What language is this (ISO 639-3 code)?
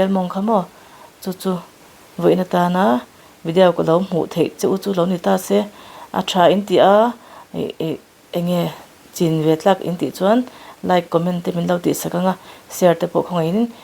lus